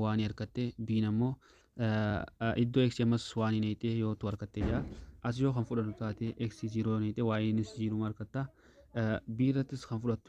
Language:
Oromo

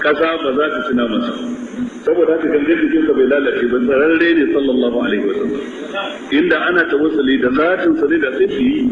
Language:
Hausa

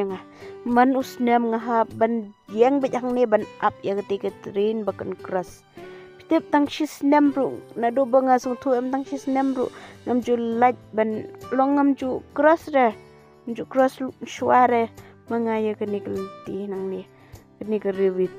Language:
Khasi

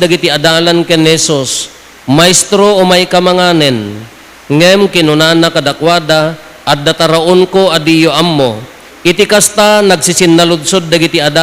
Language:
Iloko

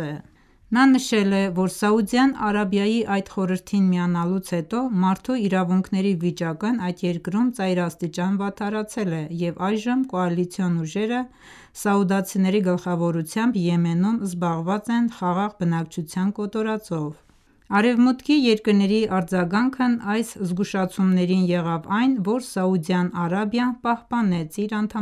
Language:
Armenian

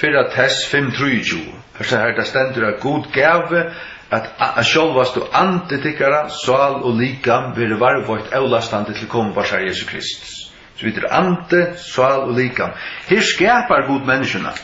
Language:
Faroese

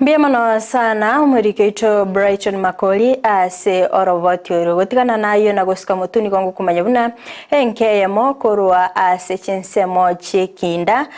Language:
Gusii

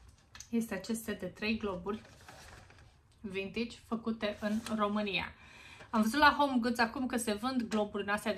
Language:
Romanian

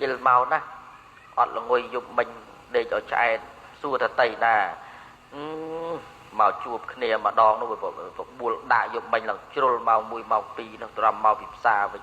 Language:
Khmer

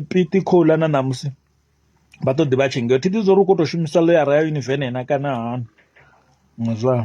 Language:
Venda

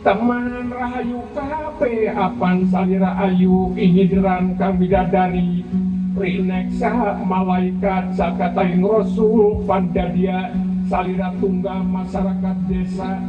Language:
Sundanese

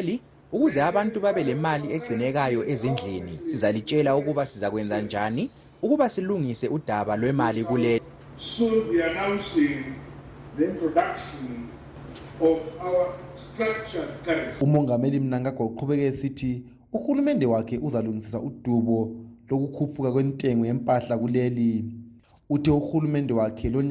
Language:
North Ndebele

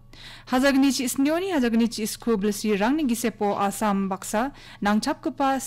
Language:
Garo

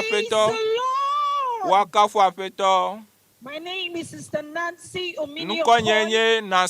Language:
Ewe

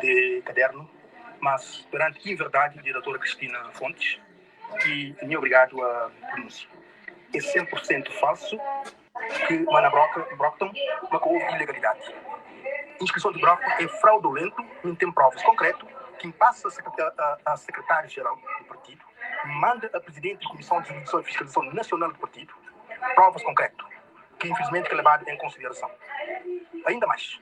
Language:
Kabuverdianu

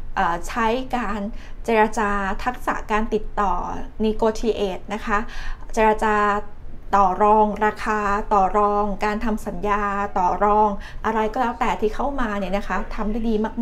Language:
Thai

